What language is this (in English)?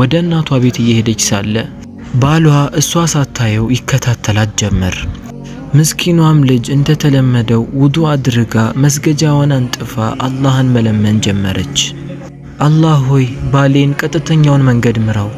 Amharic